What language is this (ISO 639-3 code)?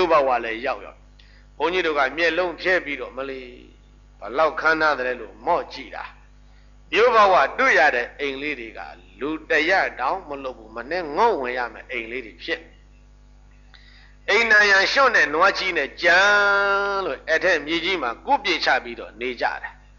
mya